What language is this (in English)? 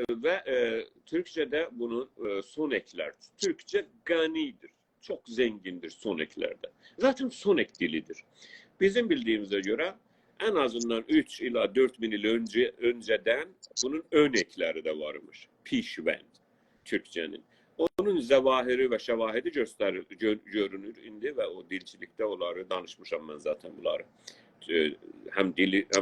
South Azerbaijani